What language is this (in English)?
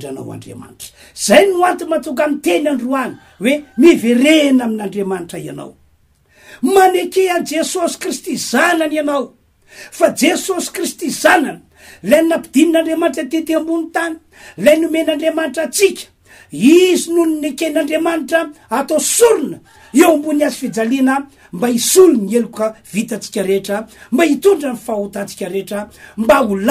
Malagasy